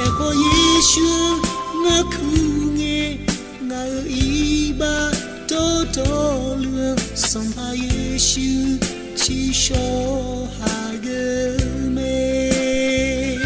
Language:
Akha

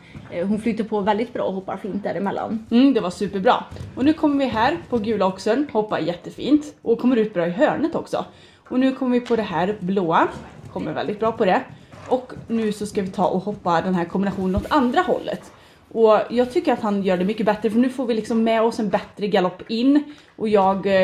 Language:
Swedish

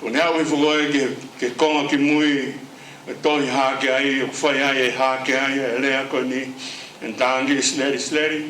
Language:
Tongan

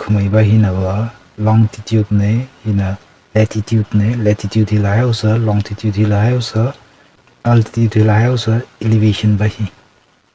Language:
Tangkhul Naga (India)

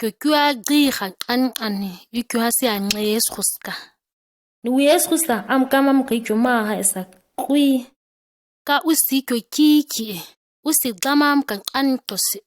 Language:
ǁGana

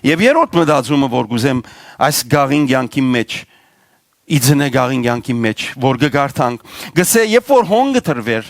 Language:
Western Armenian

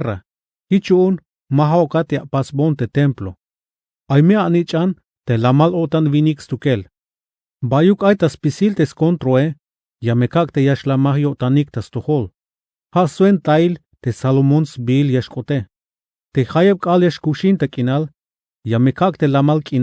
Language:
Tzeltal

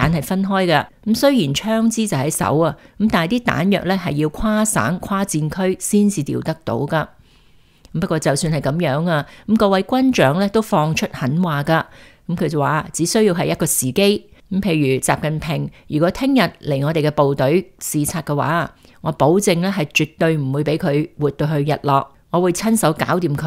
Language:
Cantonese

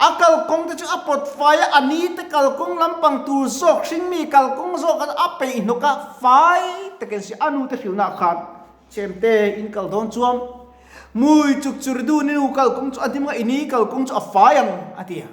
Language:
Mizo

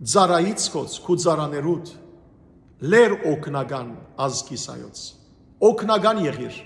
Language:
Armenian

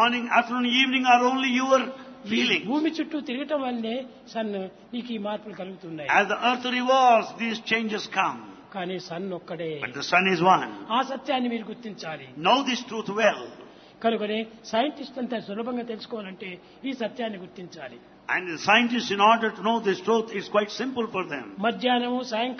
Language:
Telugu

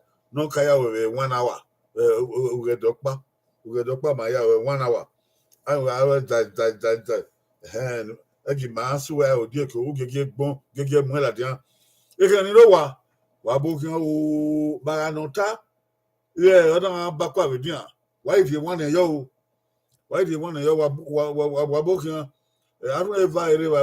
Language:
Bini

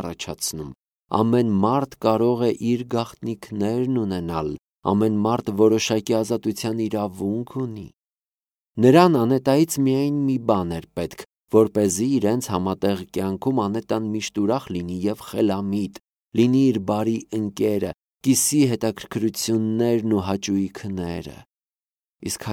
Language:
Armenian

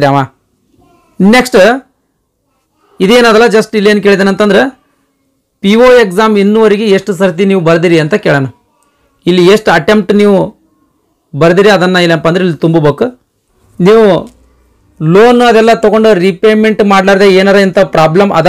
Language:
Kannada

